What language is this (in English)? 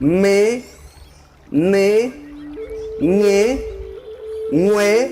Ngäbere